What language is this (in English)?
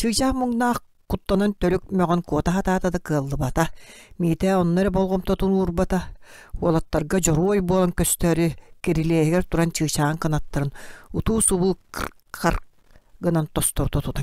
Yakut